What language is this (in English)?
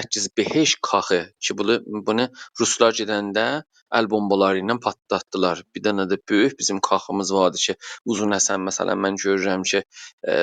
South Azerbaijani